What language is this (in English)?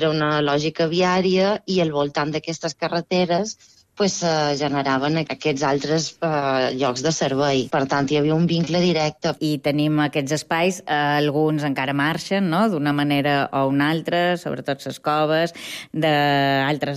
Catalan